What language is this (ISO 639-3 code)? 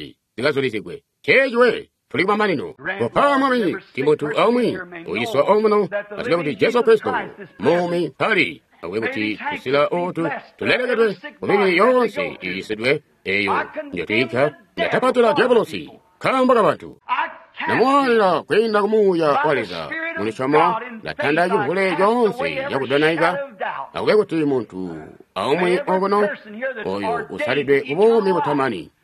toi